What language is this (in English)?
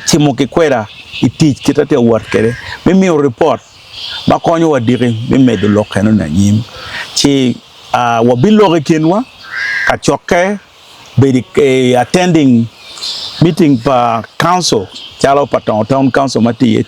Acoli